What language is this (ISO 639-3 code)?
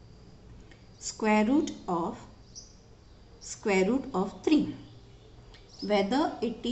eng